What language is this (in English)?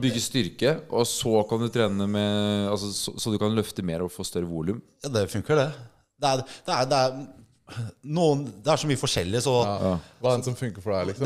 Norwegian